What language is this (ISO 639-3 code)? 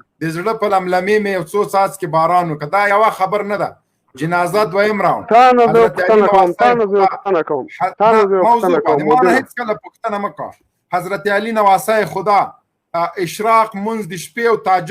pus